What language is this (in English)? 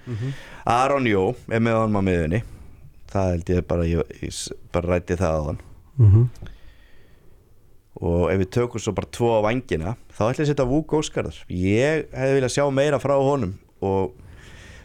Icelandic